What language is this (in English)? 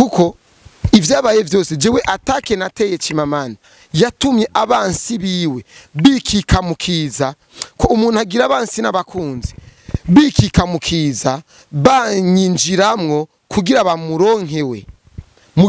Rundi